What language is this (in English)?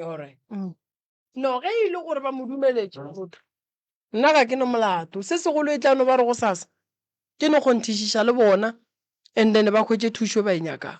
Northern Sotho